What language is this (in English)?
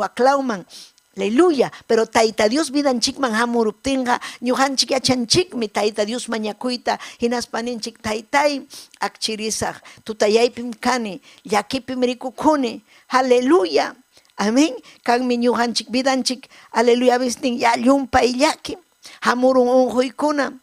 Ayacucho Quechua